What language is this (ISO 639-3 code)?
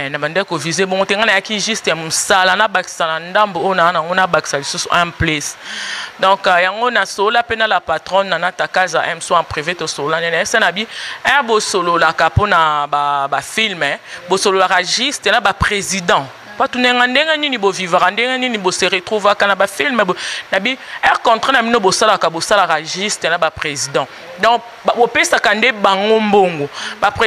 lin